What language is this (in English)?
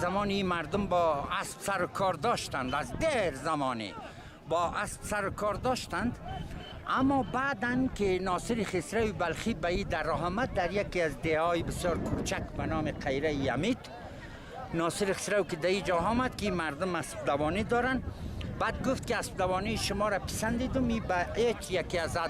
Persian